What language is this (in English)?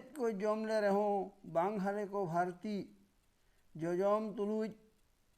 Santali